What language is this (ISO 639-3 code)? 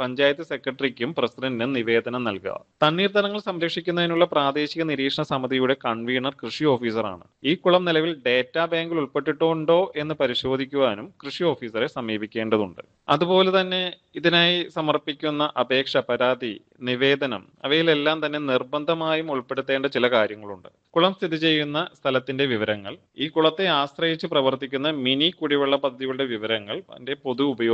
mal